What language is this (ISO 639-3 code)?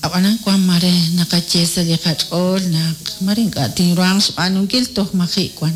kek